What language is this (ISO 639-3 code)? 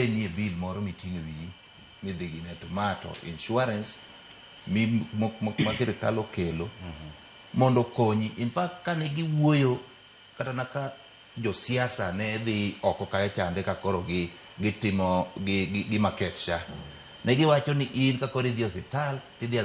luo